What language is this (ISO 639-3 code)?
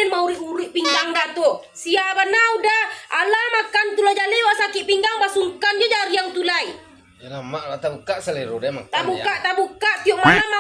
min